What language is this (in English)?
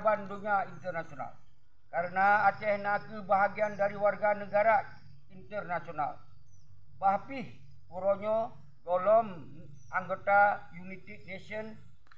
Achinese